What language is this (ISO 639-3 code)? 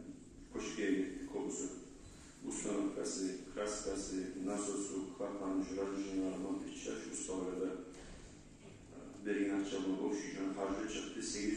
kum